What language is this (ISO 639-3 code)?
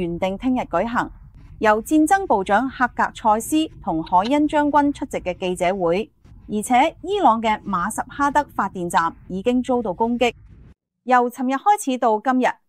yue